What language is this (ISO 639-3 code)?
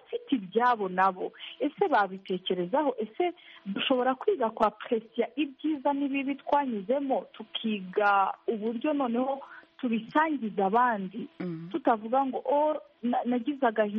kin